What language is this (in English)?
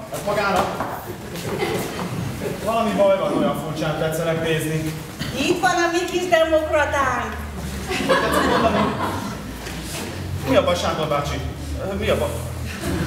Hungarian